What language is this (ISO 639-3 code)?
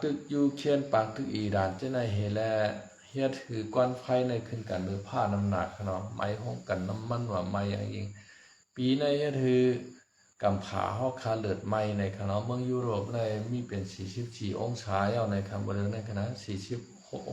shn